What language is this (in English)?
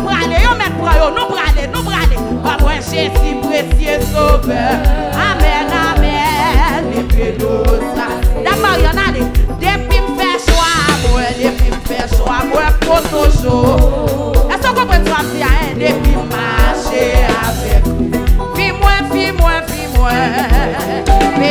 French